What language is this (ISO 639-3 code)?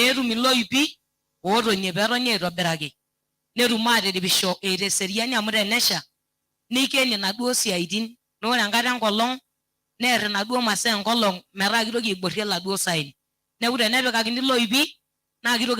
mas